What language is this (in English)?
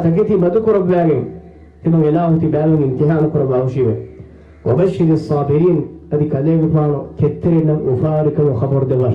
Divehi